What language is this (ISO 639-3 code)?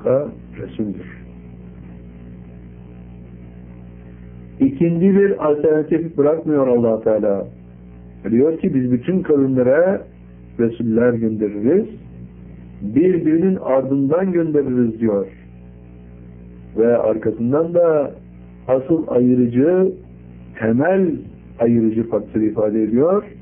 tur